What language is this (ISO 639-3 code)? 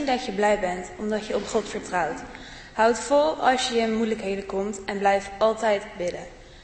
nld